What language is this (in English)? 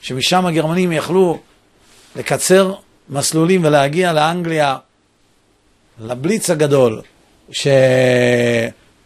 Hebrew